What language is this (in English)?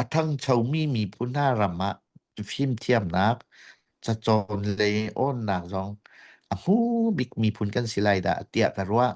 Hakha Chin